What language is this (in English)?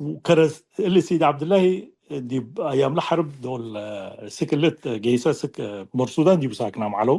Tigre